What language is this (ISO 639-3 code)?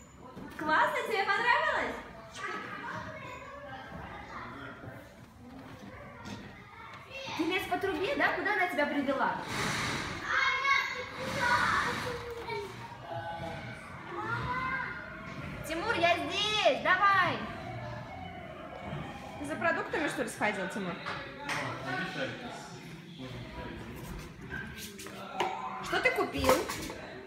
rus